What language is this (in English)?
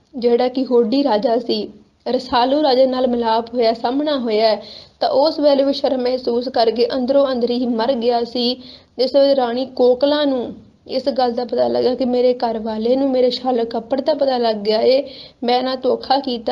Punjabi